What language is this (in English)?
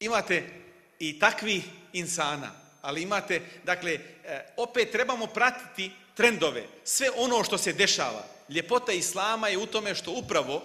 Bosnian